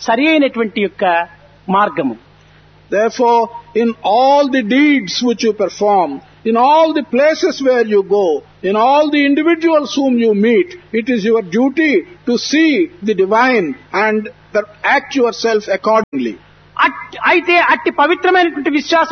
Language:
Telugu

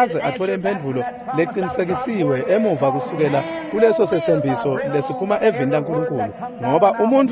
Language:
Swati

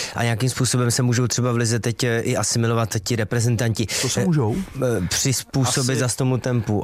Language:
Czech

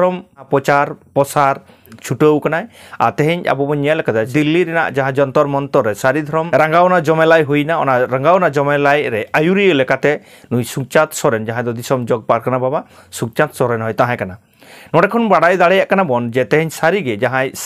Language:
Santali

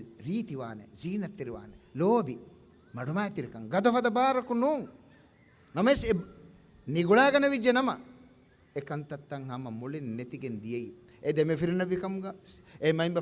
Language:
Divehi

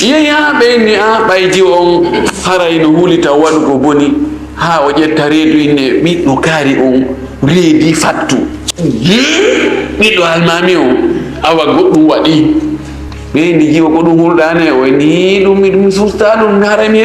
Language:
Fula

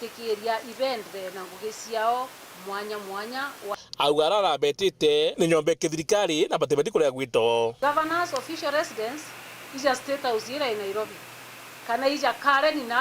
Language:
Meru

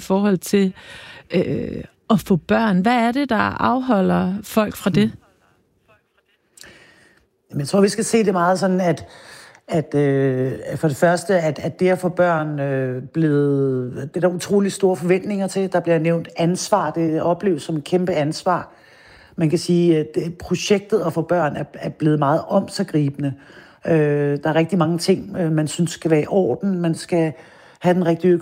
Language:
Danish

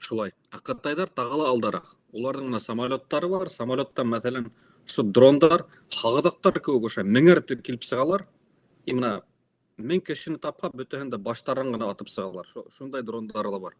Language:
Bashkir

